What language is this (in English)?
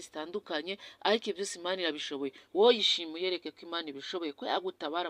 Kinyarwanda